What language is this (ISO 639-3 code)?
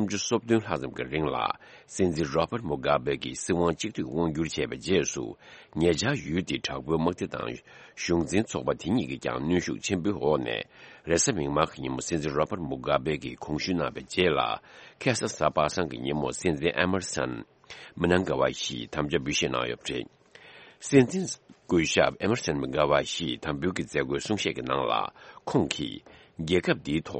bod